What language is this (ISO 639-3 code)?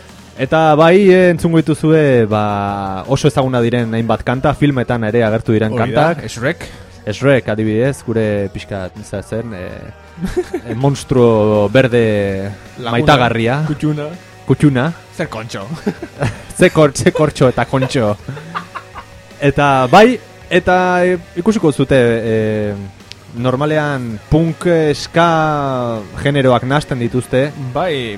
eus